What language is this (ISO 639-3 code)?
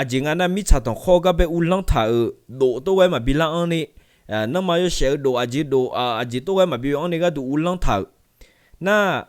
ahk